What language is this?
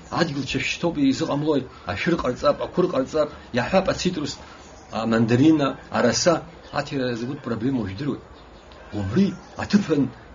Abkhazian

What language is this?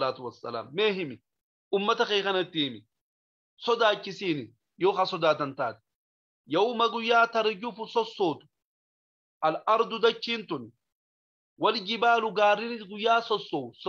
Oromo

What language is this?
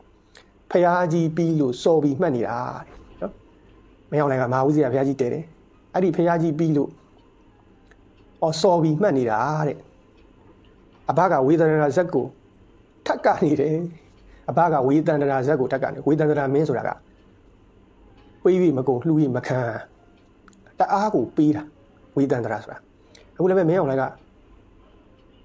Burmese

